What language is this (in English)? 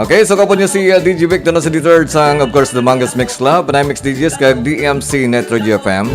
Hiligaynon